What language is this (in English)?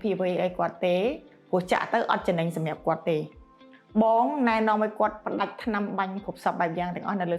Khmer